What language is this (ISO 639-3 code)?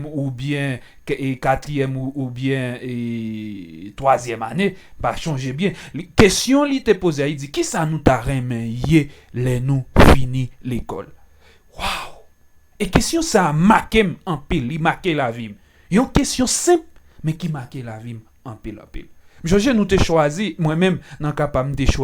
hat